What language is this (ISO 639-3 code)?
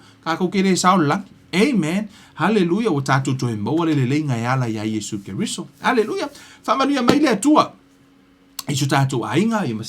smo